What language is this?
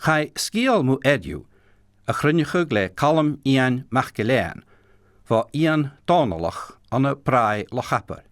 Scottish Gaelic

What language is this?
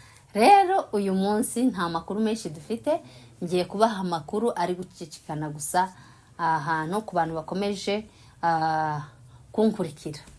Kinyarwanda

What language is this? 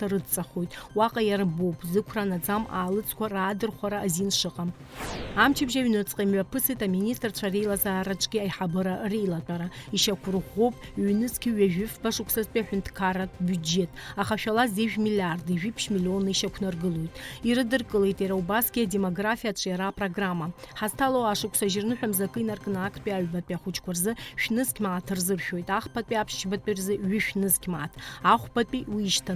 Abkhazian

